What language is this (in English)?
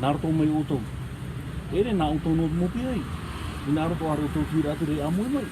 Tahitian